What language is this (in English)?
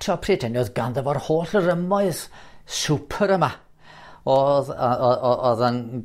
Welsh